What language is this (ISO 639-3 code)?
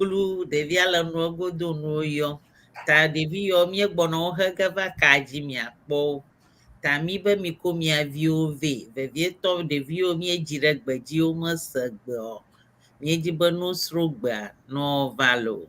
ewe